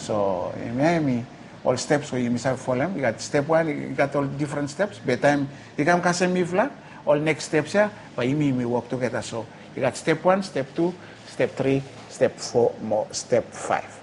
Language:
Bislama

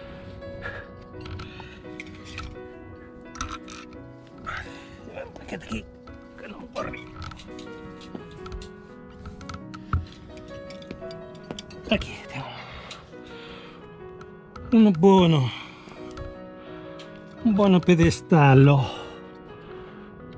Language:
Catalan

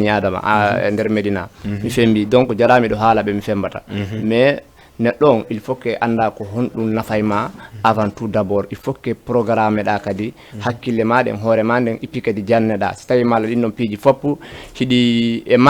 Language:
Fula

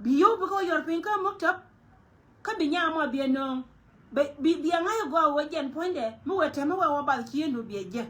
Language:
Nuer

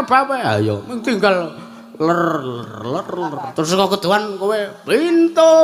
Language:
Javanese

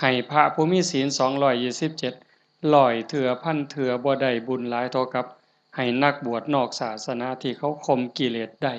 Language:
Northeastern Thai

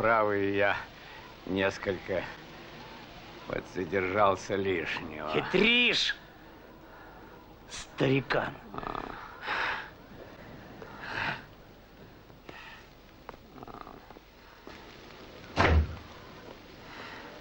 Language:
Russian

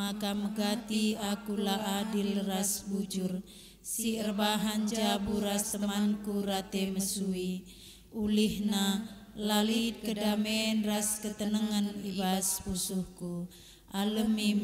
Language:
Batak Karo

